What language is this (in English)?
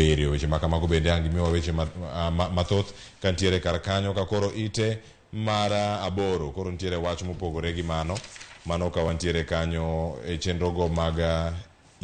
Luo (Kenya and Tanzania)